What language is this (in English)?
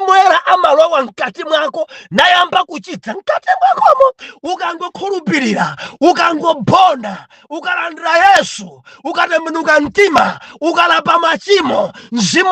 Nyanja